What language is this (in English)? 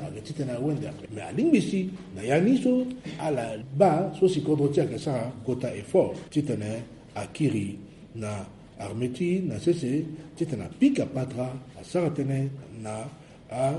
Sango